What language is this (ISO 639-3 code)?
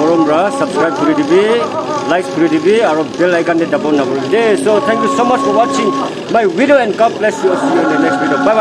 nag